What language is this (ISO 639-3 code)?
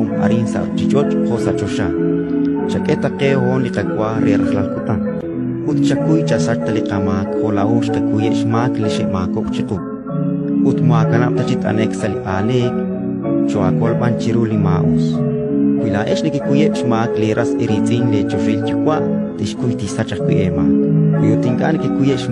kek